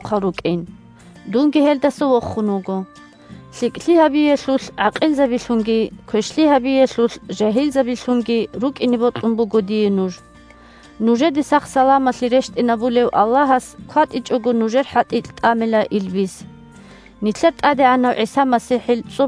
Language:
Avaric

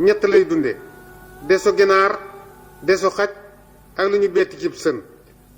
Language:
Wolof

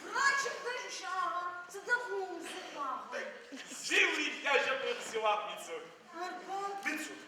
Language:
Adyghe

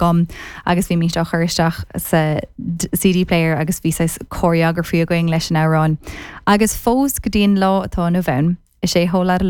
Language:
Irish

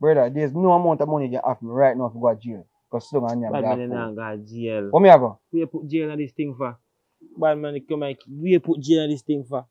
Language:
Jamaican Creole English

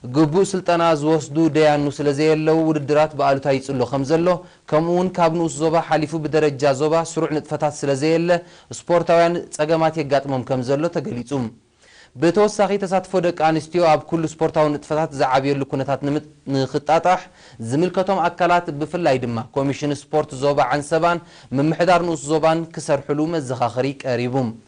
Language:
Tigrinya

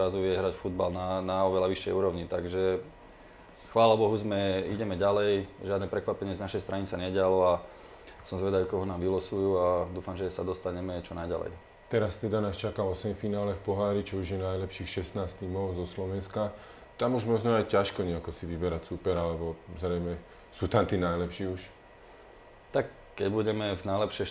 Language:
Slovak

